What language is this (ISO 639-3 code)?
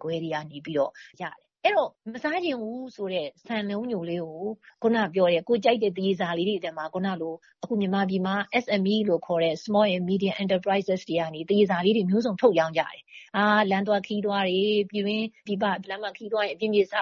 mya